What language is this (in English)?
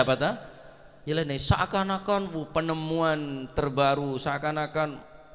Madurese